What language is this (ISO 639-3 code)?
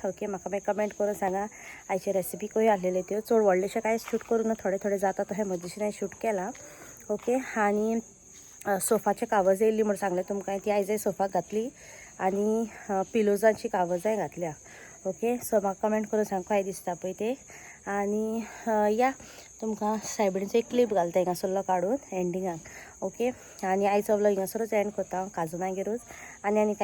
kok